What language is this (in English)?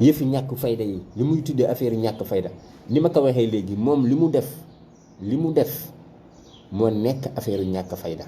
Wolof